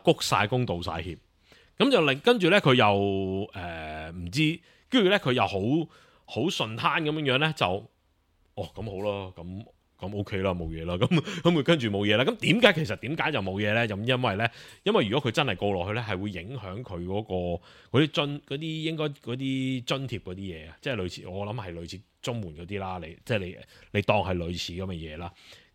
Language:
Cantonese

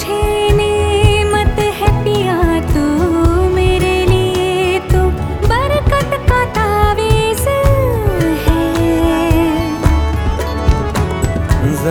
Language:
Hindi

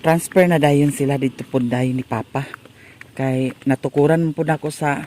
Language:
Cebuano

